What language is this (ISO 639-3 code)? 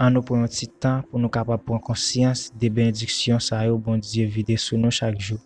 hat